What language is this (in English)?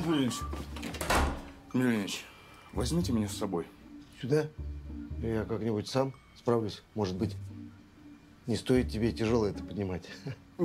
Russian